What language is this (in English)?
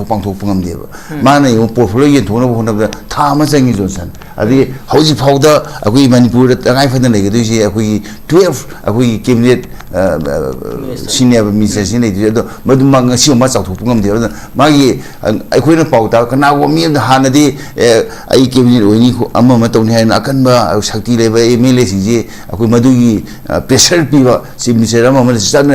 Manipuri